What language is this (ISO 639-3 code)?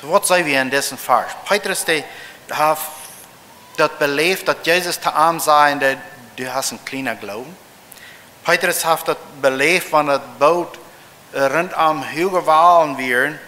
pdt